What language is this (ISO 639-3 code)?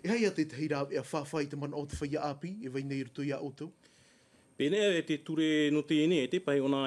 tah